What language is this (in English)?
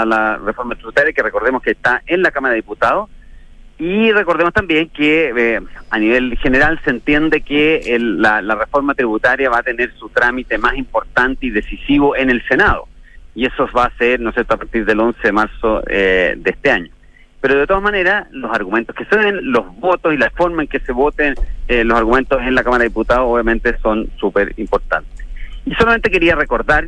Spanish